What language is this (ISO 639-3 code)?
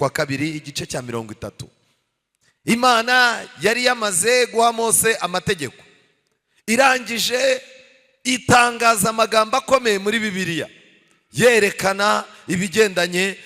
kin